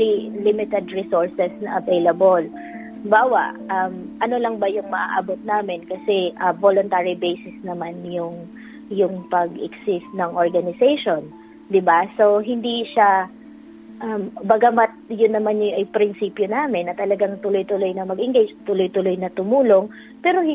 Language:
Filipino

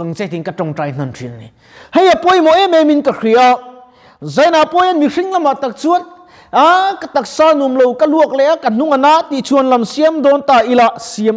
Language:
Mizo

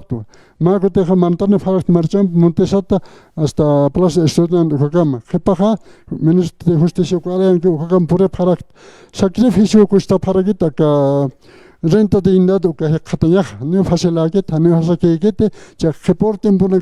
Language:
Aymara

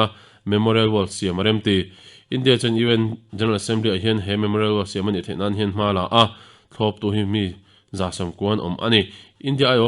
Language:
Mizo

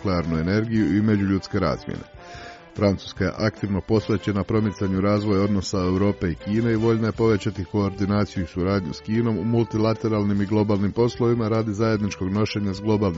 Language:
Croatian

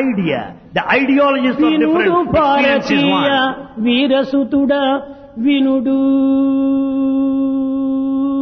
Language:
Telugu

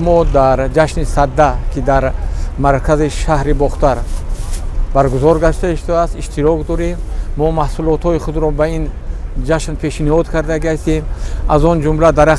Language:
Tajik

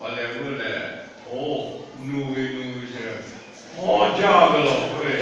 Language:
Lahu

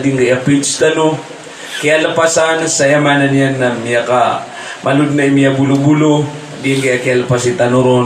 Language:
Maranao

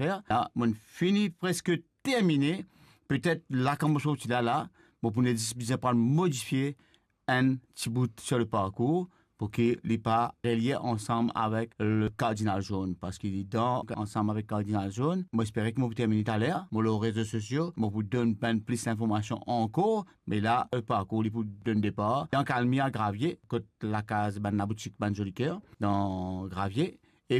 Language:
Morisyen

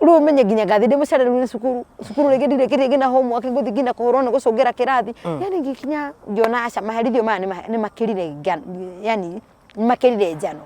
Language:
Kikuyu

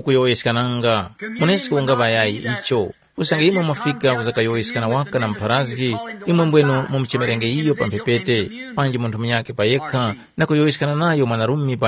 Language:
Tumbuka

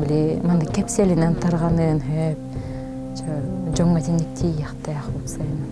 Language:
Yakut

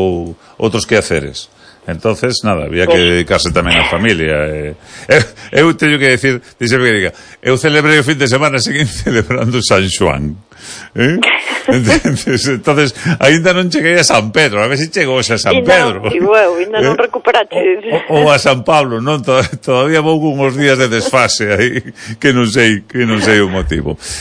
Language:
Galician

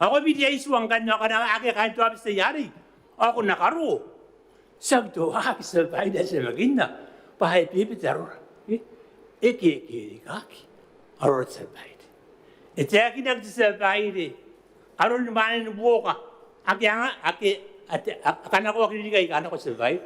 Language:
Gilbertese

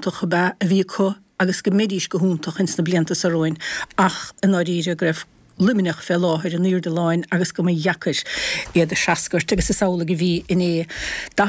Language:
Irish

